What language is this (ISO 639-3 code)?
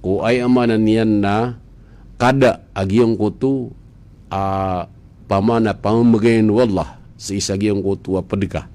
mrw